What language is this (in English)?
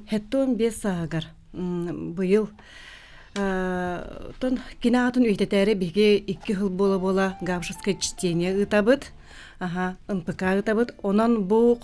Yakut